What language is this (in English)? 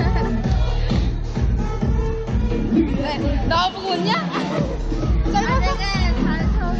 Korean